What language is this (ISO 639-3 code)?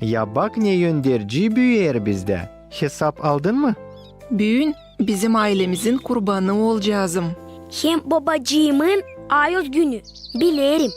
gag